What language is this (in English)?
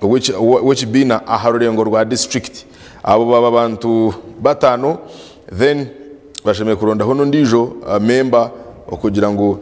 Nyankole